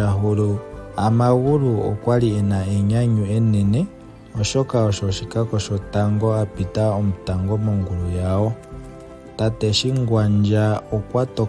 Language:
Ndonga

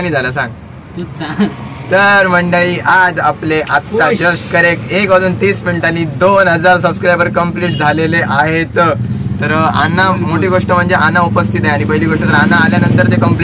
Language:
Marathi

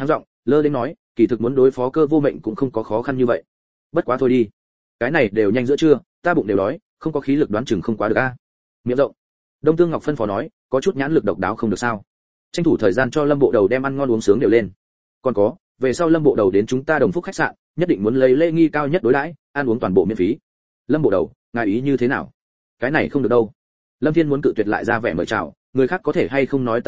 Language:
Vietnamese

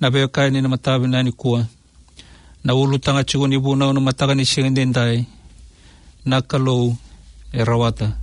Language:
Fijian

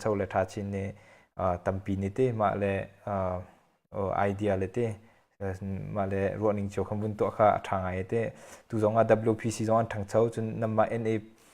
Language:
Hakha Chin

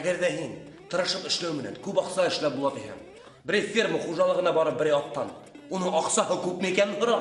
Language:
Bashkir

